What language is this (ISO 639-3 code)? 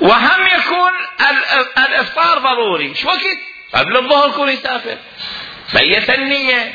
acm